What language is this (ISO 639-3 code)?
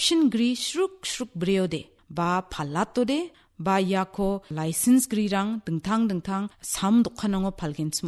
grt